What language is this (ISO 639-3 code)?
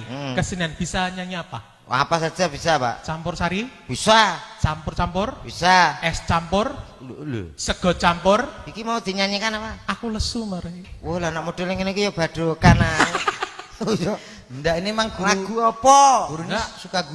jav